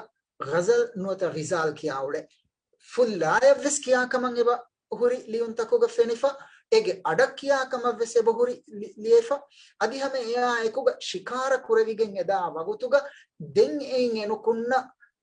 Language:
Divehi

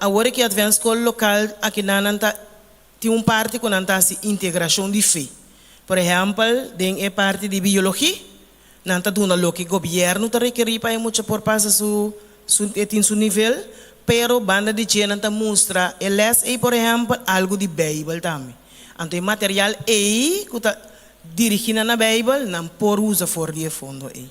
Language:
Papiamento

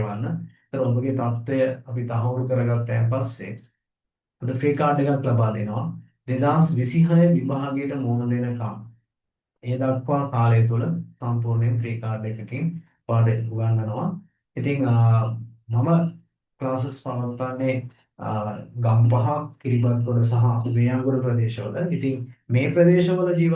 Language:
Sinhala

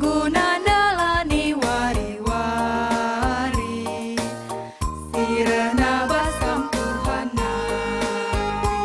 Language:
Batak Karo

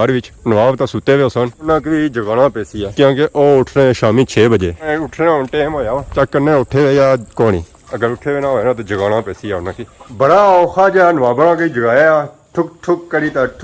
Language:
Pahari-Potwari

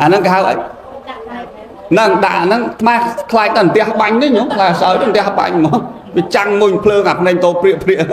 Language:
Khmer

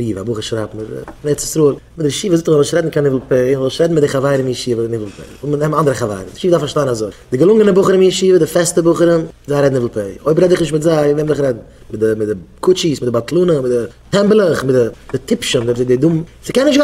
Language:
Yiddish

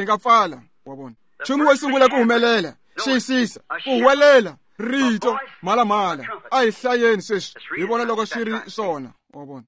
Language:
Tsonga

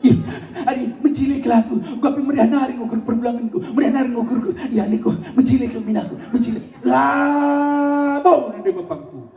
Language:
Batak Karo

